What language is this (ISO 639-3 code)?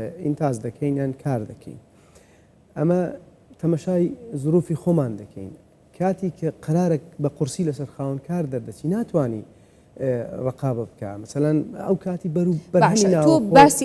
ckb